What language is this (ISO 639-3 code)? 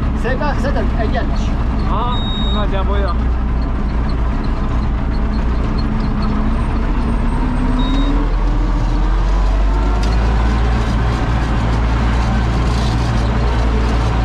hun